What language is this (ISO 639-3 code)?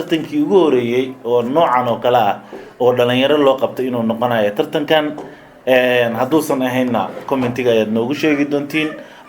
som